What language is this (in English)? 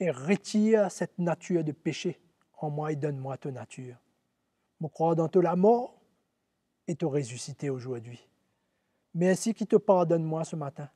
Morisyen